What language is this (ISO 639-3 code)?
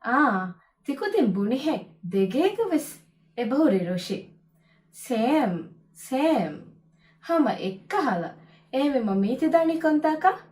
div